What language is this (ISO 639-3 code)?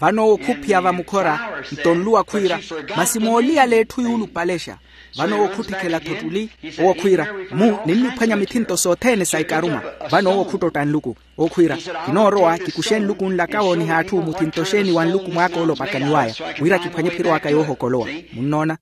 vmw